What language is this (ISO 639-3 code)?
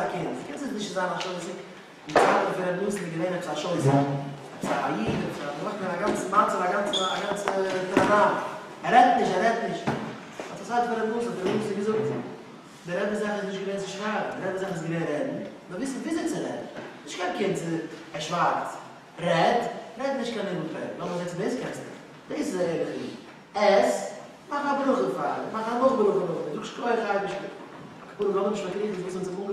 yid